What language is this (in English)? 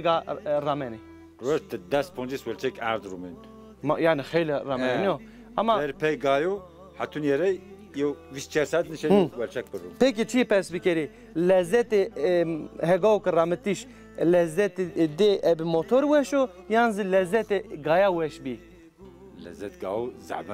Zaza